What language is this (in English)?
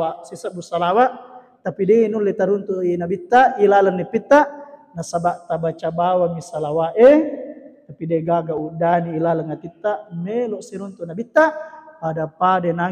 Buginese